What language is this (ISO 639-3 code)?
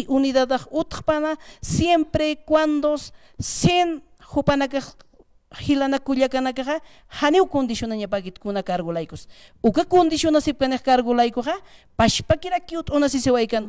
aym